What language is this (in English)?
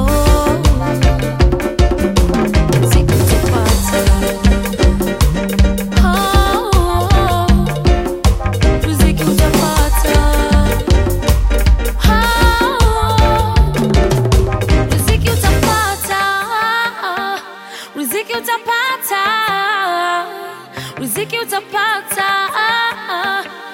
Swahili